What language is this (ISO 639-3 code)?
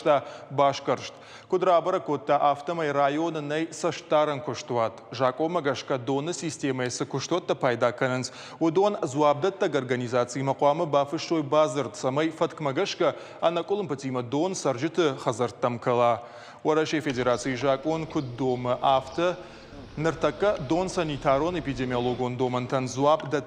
oss